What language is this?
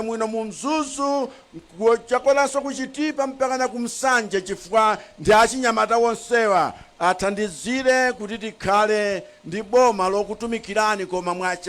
Nyanja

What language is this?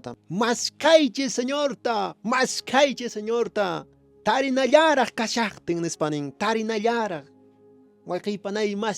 Quechua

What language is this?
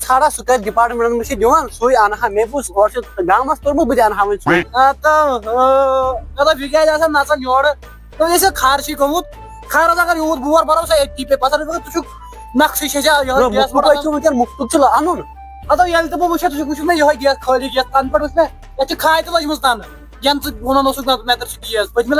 Kashmiri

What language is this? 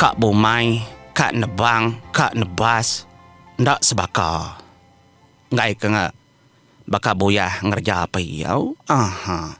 Iban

